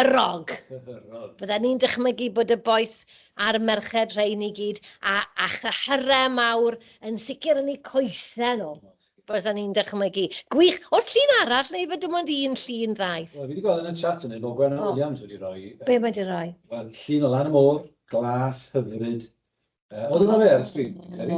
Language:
Welsh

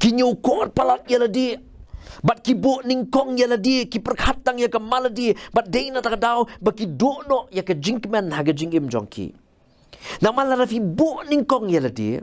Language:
Khasi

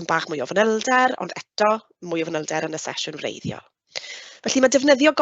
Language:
Welsh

